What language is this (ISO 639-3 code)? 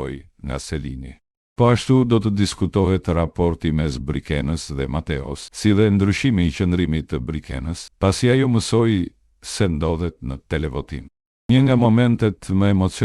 sqi